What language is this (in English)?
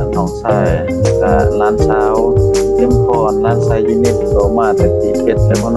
Lao